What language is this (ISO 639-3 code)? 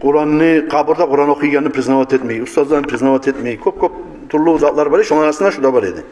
kum